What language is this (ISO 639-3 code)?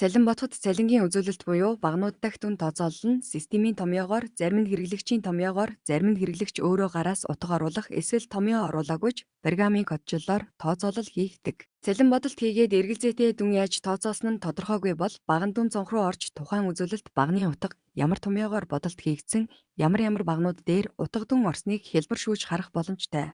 mon